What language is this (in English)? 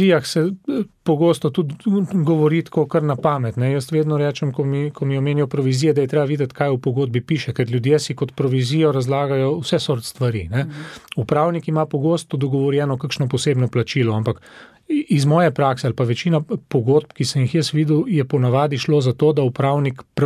Slovenian